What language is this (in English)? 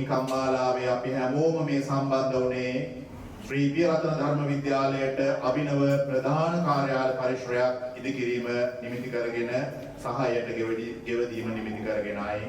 Sinhala